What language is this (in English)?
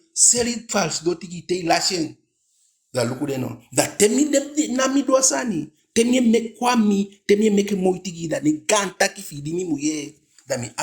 Eastern Maroon Creole